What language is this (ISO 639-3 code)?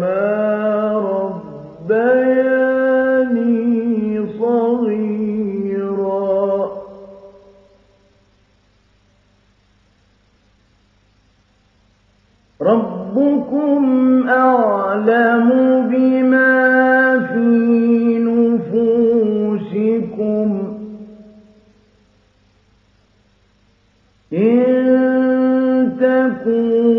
ara